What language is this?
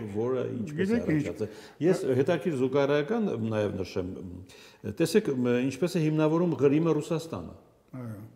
Armenian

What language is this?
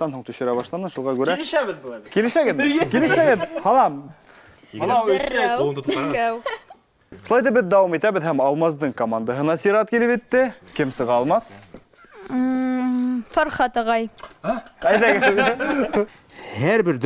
Bashkir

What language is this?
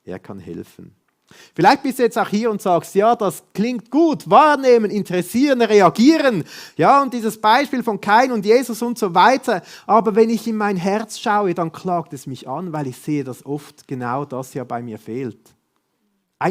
Swiss German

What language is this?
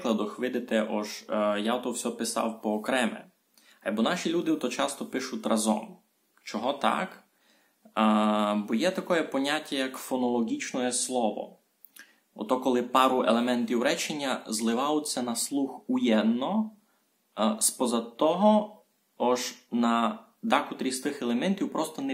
Rusyn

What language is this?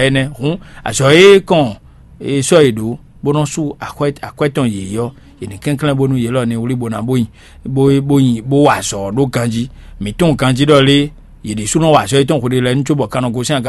Fon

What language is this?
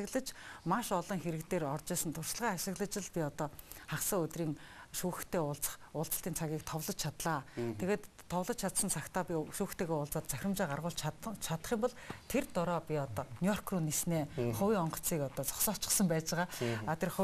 Mongolian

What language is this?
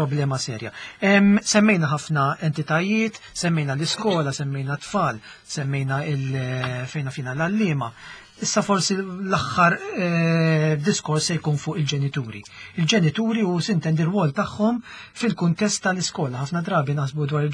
Maltese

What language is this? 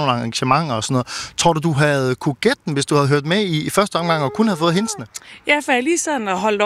Danish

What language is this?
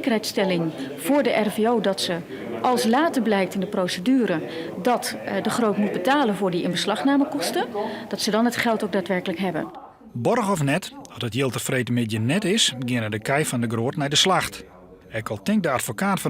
Western Frisian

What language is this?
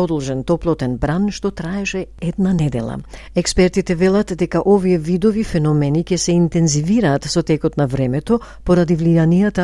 Macedonian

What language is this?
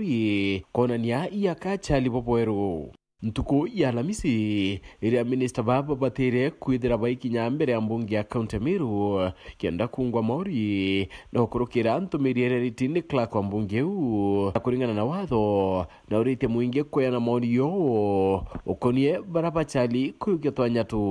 Meru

